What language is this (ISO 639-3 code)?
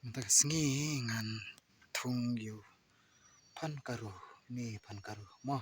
kha